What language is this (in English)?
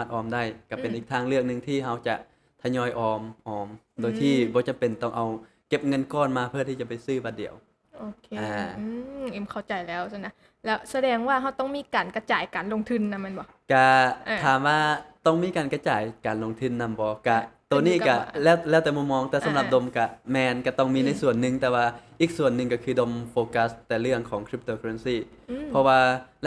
Lao